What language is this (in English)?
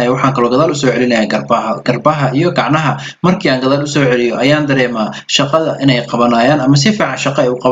Somali